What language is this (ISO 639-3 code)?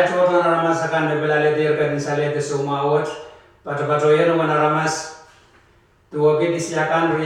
pon